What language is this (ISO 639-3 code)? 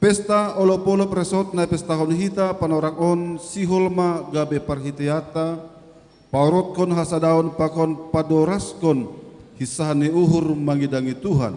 bts